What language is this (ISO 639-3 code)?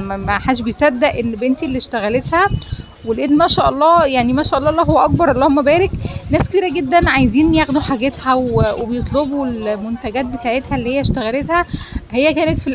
arz